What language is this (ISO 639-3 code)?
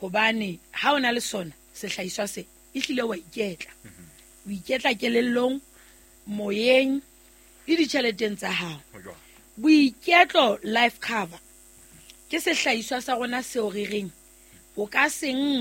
sot